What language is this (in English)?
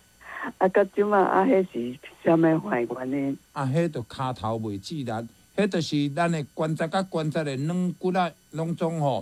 Min Nan Chinese